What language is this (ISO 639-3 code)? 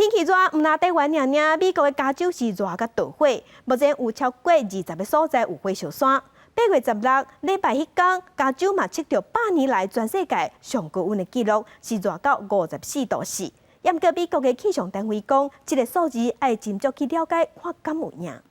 nan